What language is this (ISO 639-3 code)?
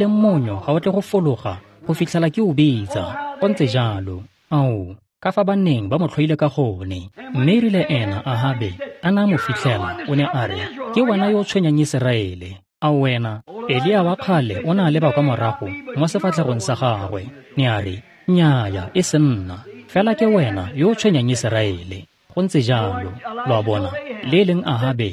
tsn